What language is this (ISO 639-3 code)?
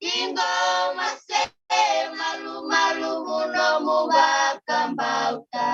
fij